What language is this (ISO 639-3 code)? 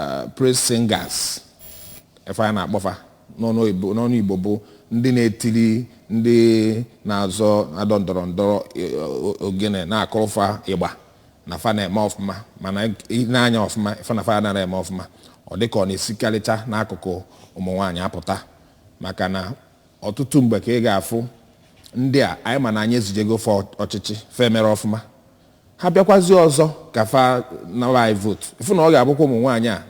ibo